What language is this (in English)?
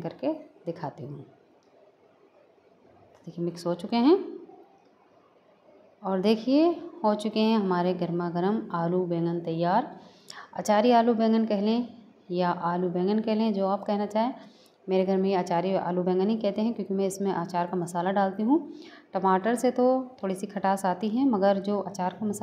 Hindi